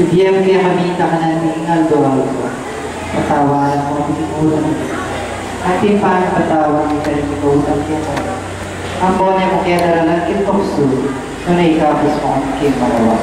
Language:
Pampanga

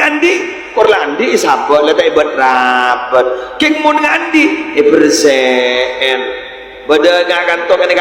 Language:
Madurese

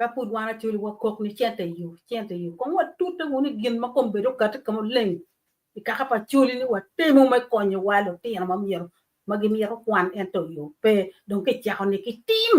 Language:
Acoli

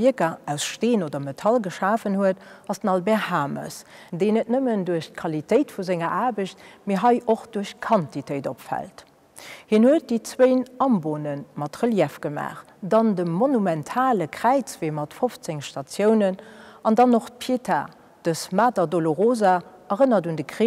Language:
Luxembourgish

